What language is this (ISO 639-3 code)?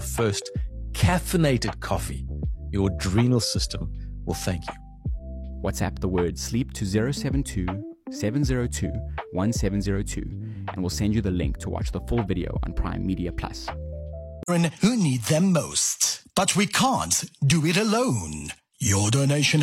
eng